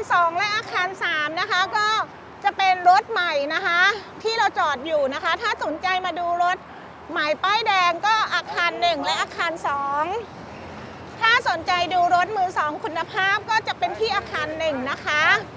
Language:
Thai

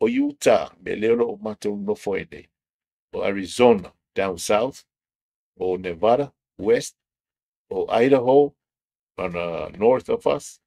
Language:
Samoan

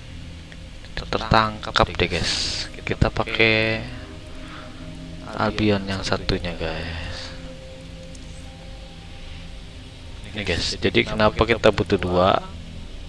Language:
Indonesian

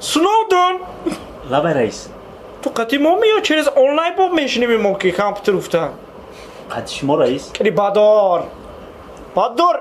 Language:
Tajik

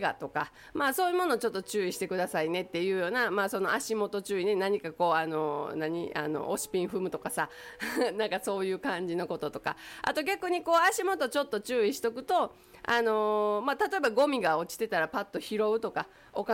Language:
Japanese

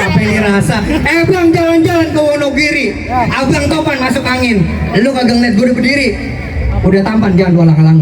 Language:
Betawi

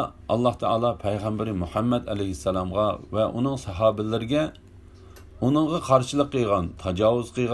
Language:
Uyghur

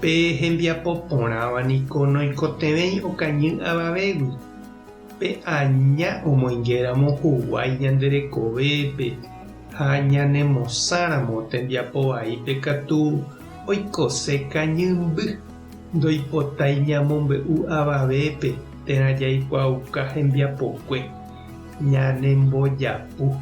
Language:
Guarani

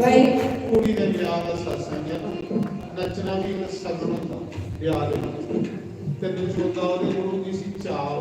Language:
Dogri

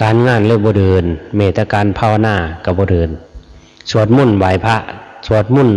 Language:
Lao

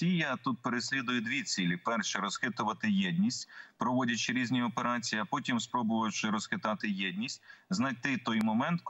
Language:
Ukrainian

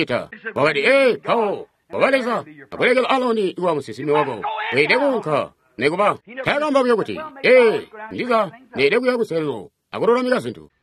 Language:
Tonga (Zambia)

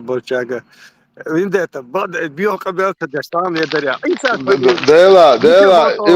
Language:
Chechen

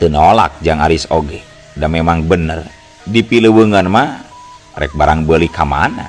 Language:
Sundanese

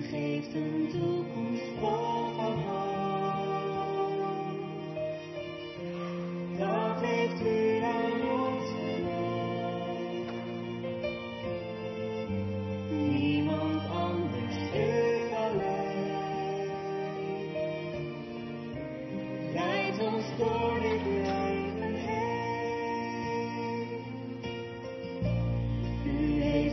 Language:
Dutch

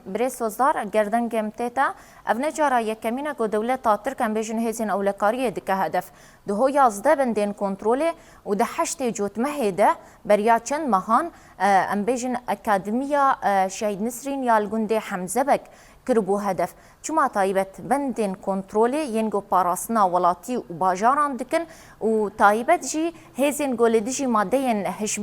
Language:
Kurdish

